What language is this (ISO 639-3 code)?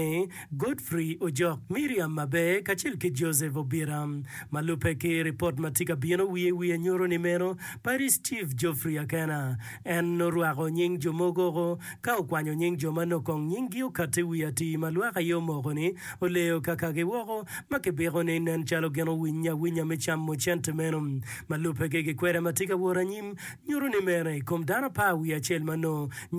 ach